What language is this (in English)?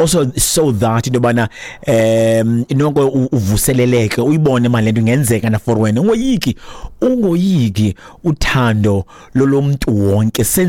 Xhosa